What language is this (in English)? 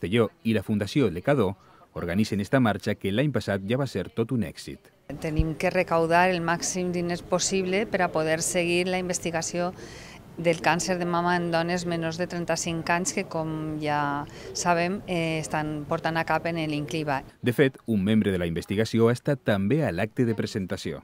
Catalan